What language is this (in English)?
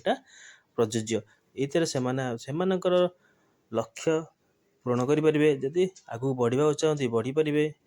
Odia